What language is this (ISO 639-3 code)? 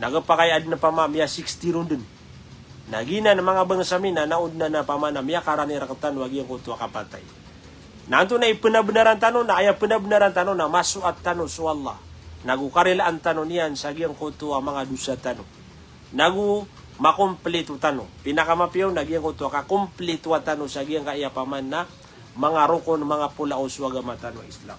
mrw